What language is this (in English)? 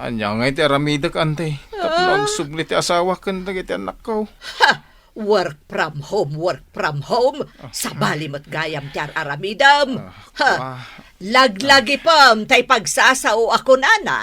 Iloko